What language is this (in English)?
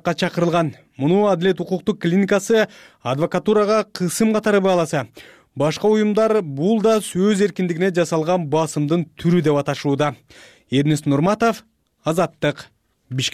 Kyrgyz